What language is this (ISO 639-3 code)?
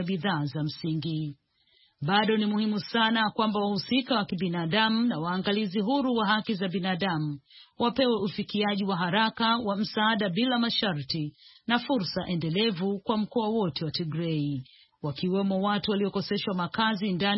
swa